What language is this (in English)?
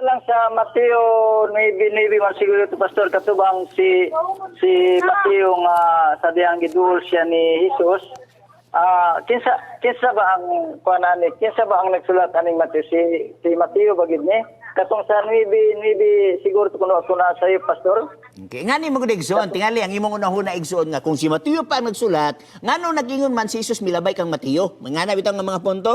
Cebuano